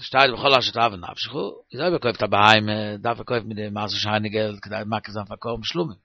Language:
Yiddish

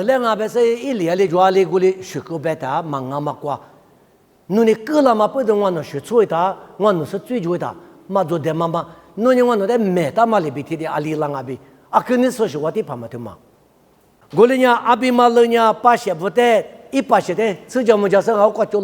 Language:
Lisu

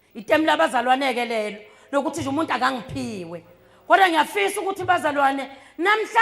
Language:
Zulu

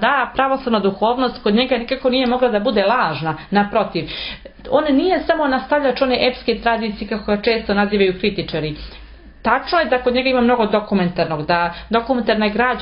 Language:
Serbian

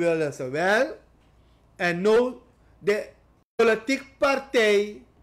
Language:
Sranan Tongo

